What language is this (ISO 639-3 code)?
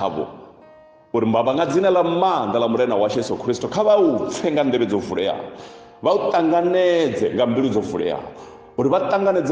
ven